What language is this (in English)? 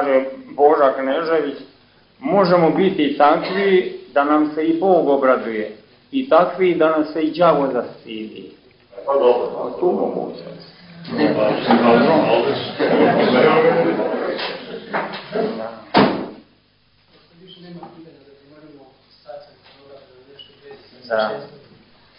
Serbian